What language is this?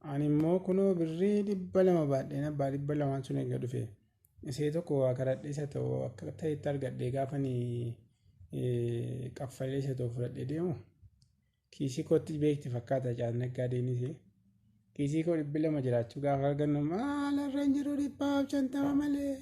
Oromo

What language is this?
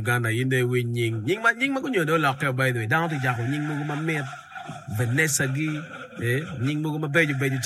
Acoli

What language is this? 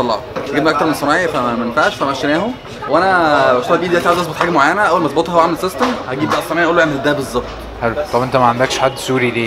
Egyptian Arabic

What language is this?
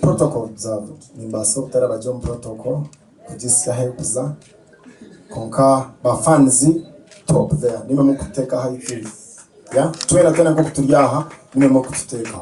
Nyankole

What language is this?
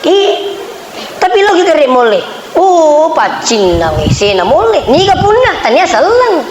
Buginese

